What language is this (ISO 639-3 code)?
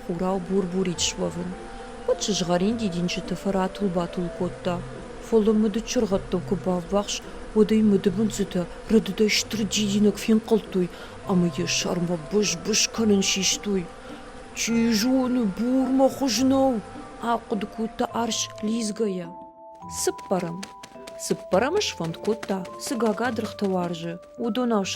oss